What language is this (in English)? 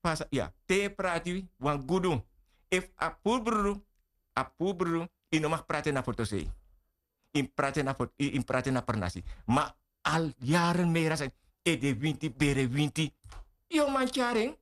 Sranan Tongo